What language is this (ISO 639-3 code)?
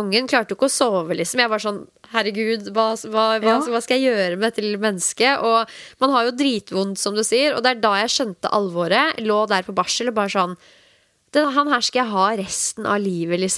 nor